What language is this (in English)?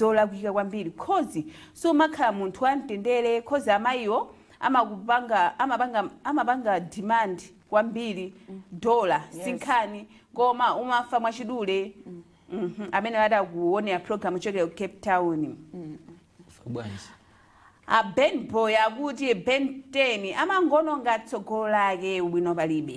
Nyanja